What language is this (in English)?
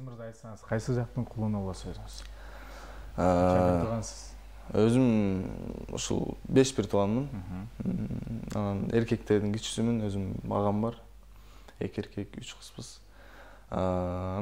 Kyrgyz